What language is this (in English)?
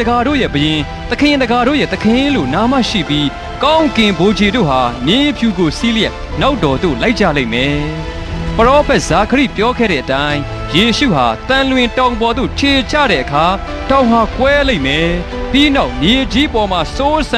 Burmese